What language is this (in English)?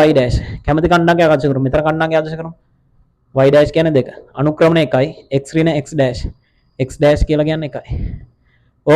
Sinhala